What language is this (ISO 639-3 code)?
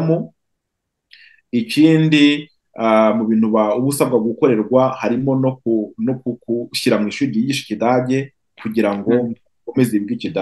kin